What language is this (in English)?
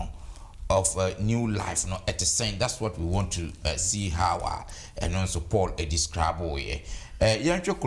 Akan